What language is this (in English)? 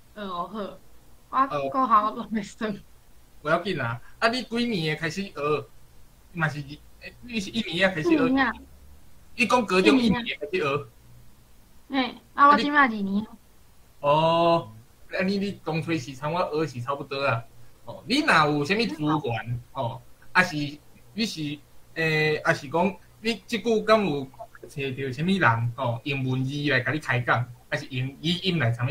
Min Nan Chinese